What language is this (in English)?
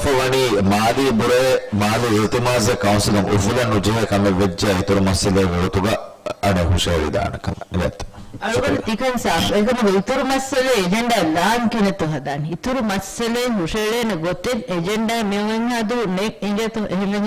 Divehi